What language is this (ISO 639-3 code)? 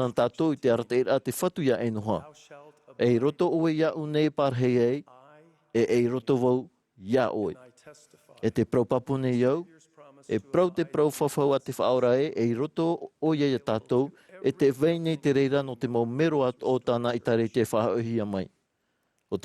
tah